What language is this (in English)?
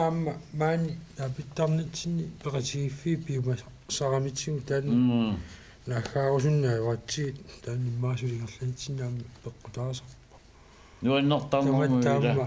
Kalaallisut